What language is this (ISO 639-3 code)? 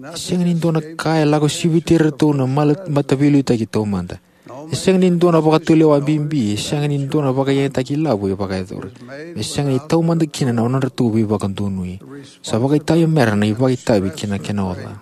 fij